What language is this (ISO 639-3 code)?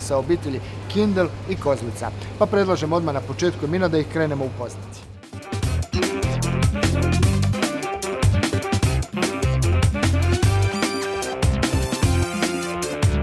hrv